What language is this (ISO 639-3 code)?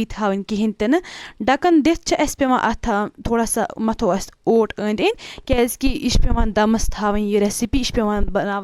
kas